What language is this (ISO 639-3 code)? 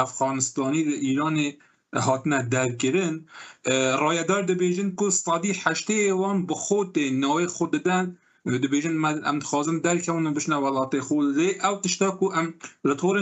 kur